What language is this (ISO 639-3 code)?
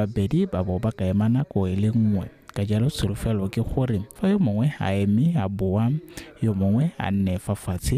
tsn